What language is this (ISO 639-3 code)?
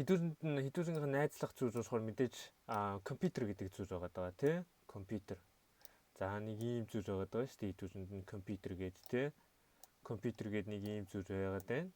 mon